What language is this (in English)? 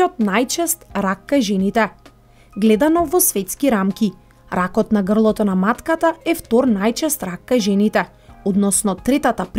Macedonian